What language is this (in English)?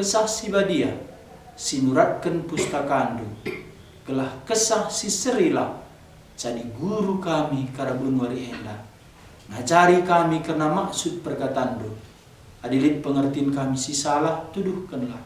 Batak Karo